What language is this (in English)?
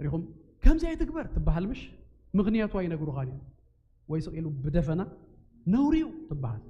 Tigrinya